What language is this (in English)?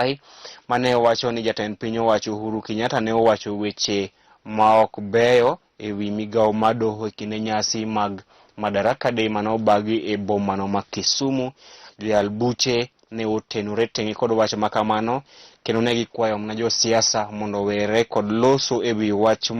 Luo (Kenya and Tanzania)